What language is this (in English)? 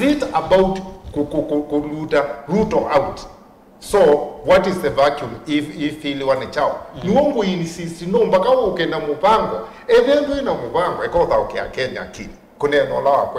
Kamba